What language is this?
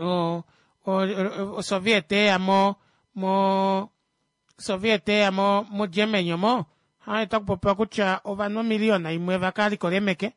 Kuanyama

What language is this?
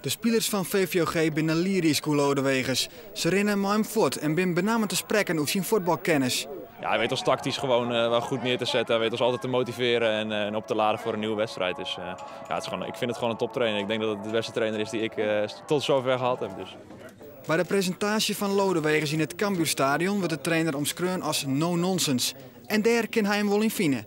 Western Frisian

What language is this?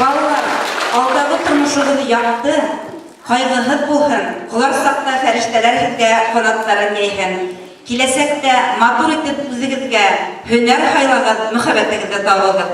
Bashkir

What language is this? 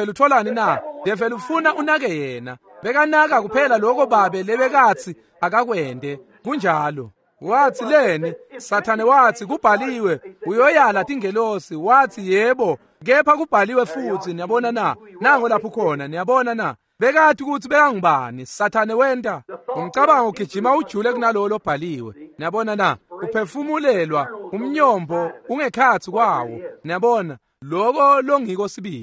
Swati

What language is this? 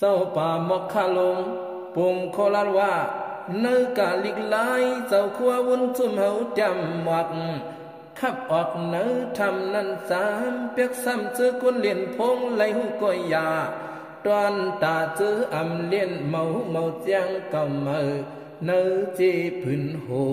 Shan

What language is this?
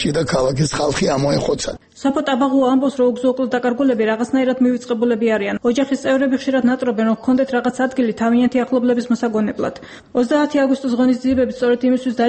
Georgian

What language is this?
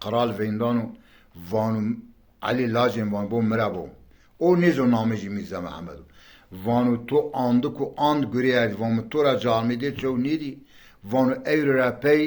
Zaza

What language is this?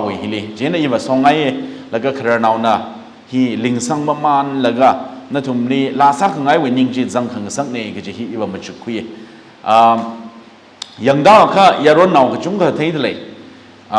Tangkhul Naga (India)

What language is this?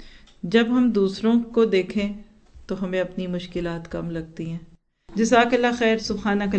Urdu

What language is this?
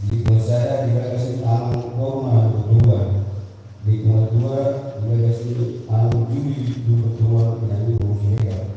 Batak Toba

